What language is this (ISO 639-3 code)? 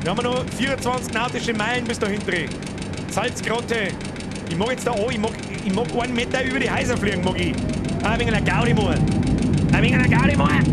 bar